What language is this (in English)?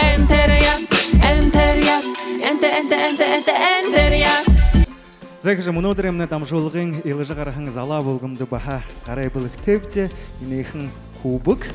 Buriat